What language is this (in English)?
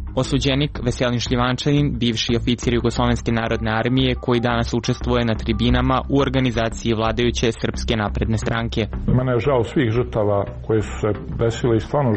Serbian